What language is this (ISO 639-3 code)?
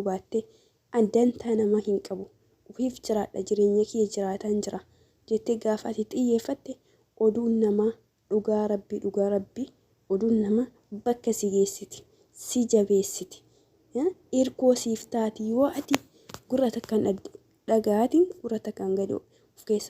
orm